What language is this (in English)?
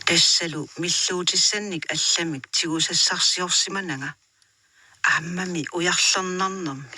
Kalaallisut